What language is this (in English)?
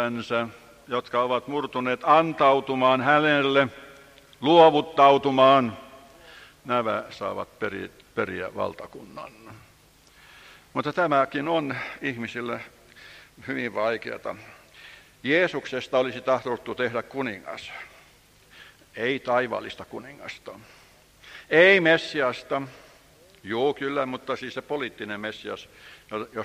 Finnish